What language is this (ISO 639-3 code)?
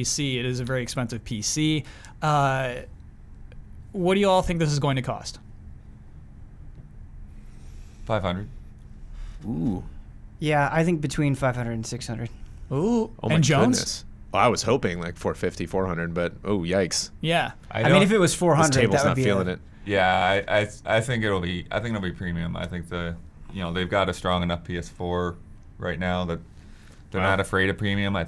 eng